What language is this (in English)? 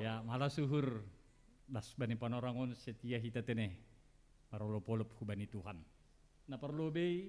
Batak Simalungun